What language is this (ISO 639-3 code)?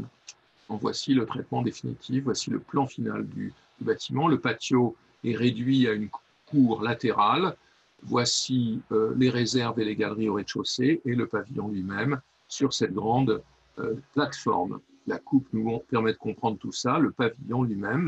fra